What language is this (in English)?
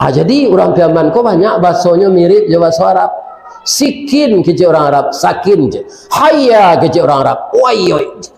Minangkabau